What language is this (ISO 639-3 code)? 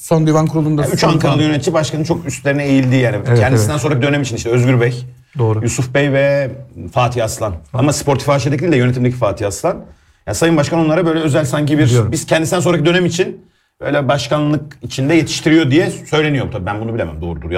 tur